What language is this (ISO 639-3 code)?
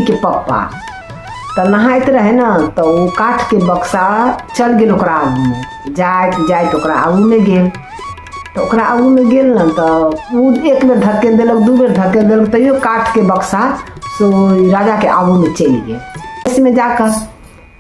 mai